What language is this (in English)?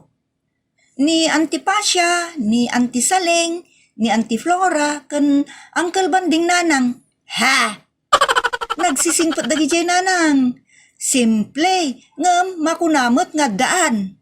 Iloko